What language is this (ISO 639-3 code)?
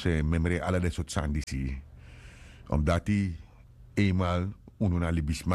srn